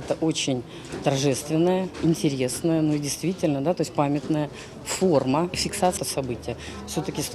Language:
Crimean Tatar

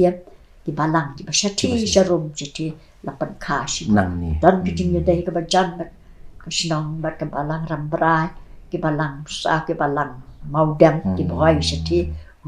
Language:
Khasi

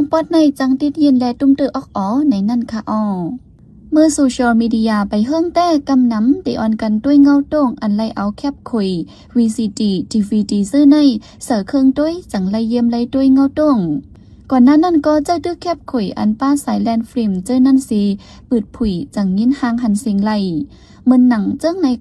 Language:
Shan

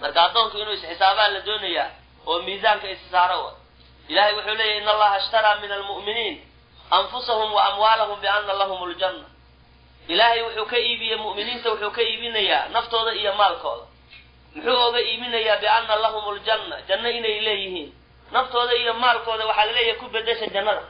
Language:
Somali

